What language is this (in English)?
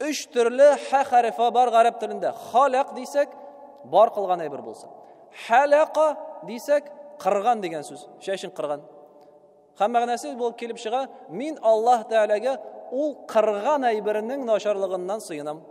Tatar